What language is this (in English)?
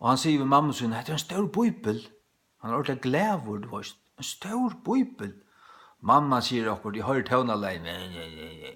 Faroese